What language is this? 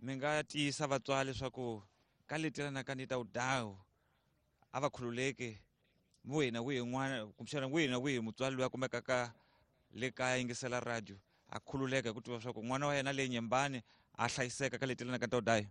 Tsonga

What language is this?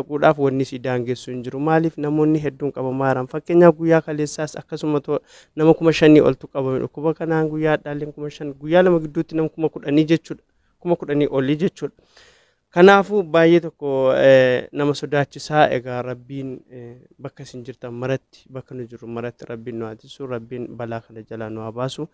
Oromo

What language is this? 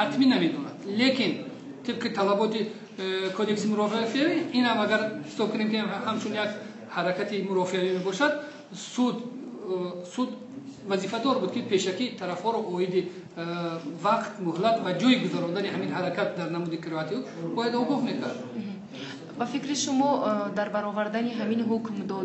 Tajik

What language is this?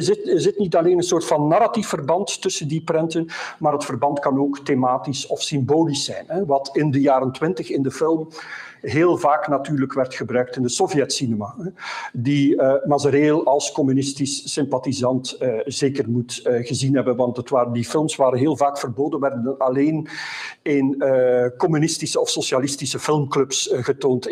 Dutch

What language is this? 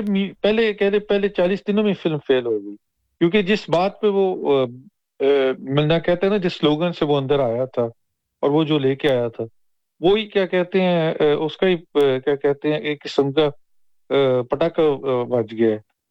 Urdu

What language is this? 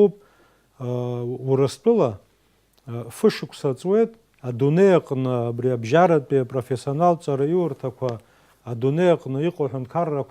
Abkhazian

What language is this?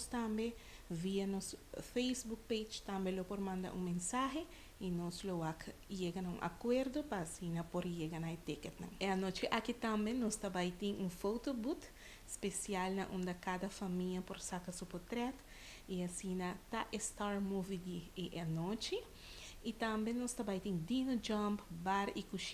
Papiamento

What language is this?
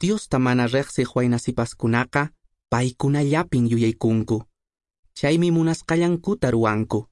Quechua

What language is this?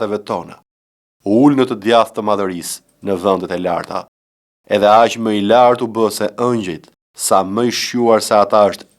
Albanian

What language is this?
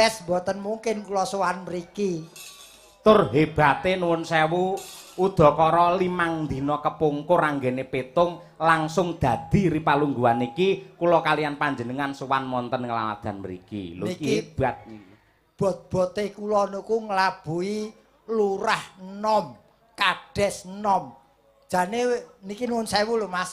Javanese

